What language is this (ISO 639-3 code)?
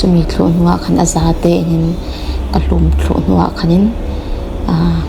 cfm